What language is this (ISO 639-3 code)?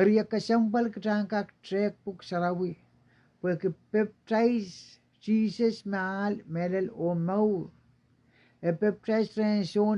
pon